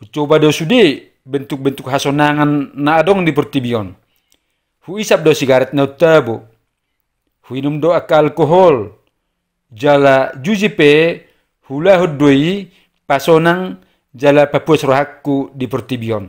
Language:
Batak Toba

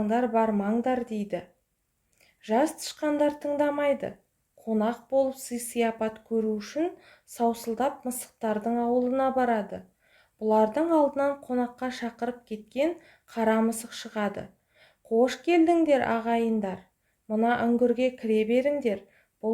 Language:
Kazakh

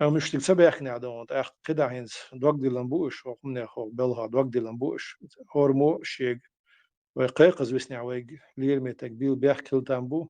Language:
Chechen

